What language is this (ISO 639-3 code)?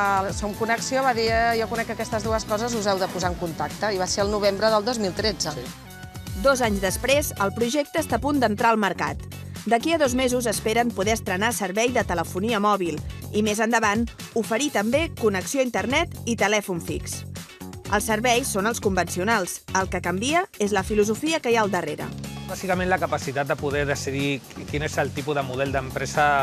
cat